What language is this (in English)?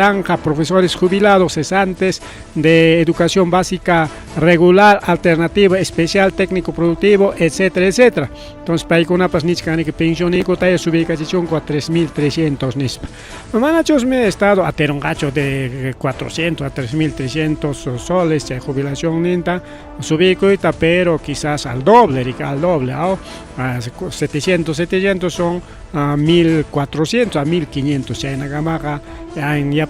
Ayacucho Quechua